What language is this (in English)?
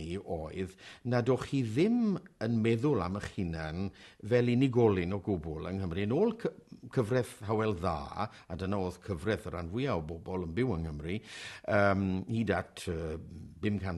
Welsh